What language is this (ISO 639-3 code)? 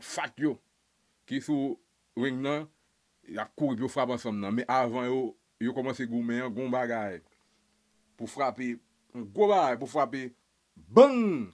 hat